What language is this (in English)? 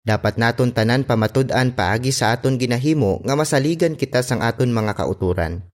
Hiligaynon